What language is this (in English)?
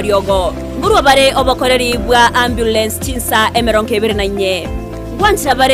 Gusii